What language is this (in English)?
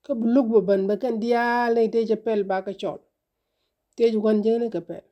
Nuer